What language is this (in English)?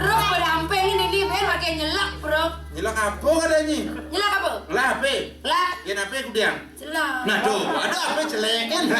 Balinese